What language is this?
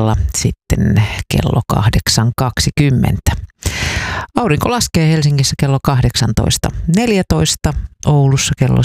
Finnish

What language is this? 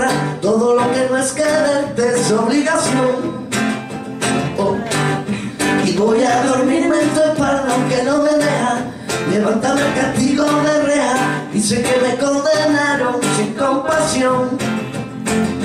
Spanish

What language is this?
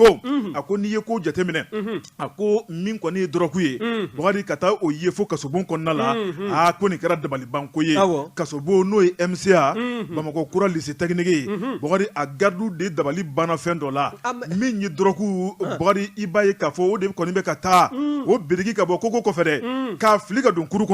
Bambara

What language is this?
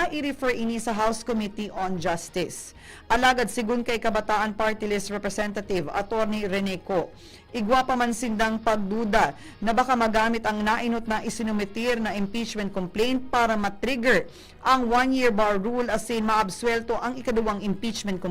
Bikol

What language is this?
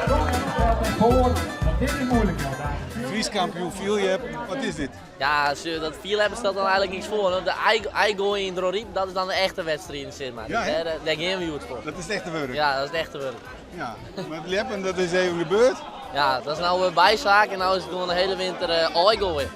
Western Frisian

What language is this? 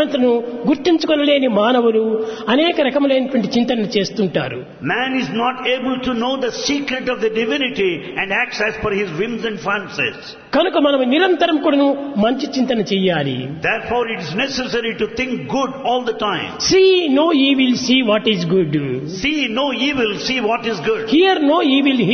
Telugu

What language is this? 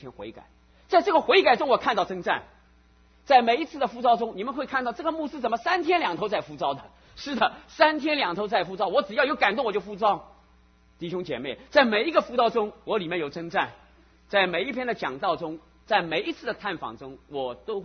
Chinese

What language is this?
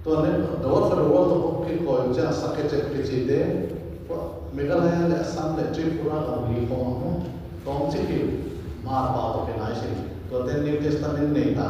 Tedim Chin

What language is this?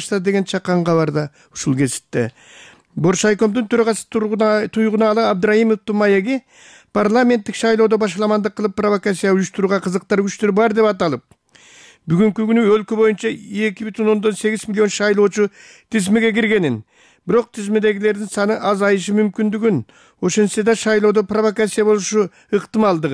Kyrgyz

